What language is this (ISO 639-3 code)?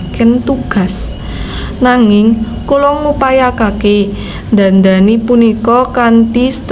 jav